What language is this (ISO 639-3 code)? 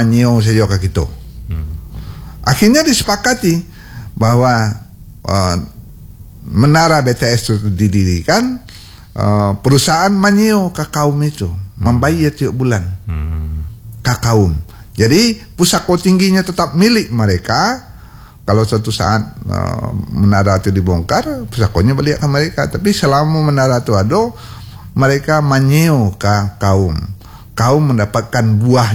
ind